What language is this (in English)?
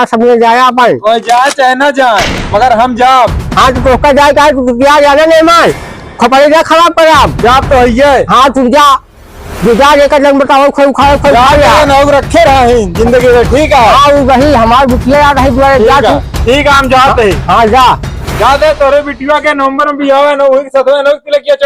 Awadhi